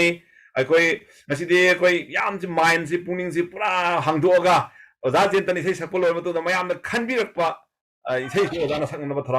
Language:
Manipuri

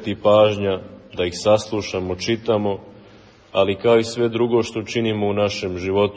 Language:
Serbian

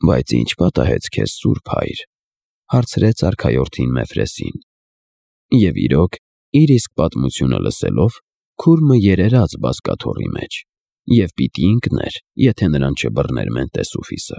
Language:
Armenian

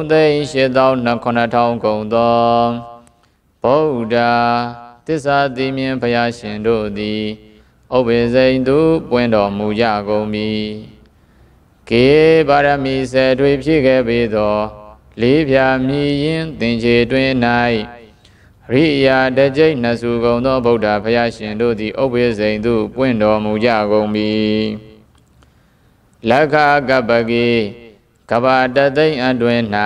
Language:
Burmese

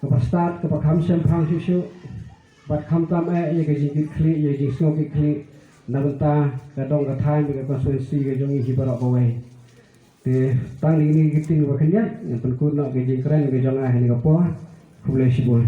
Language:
Khasi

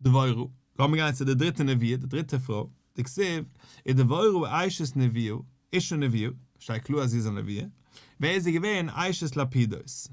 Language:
Yiddish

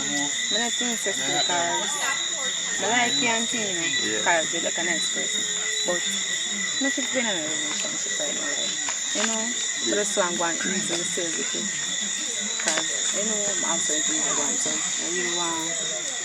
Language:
Jamaican Creole English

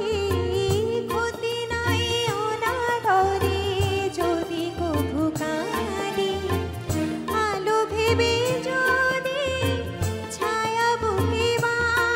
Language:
Bangla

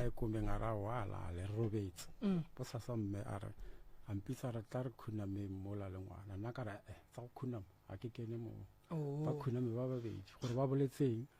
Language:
Northern Sotho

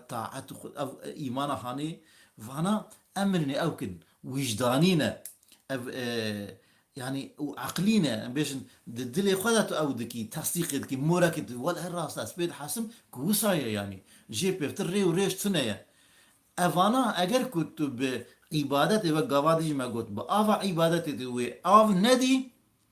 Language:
Kurdish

